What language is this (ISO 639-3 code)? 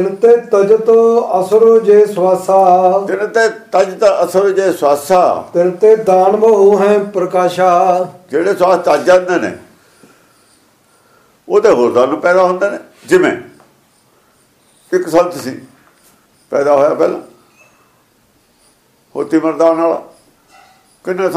pan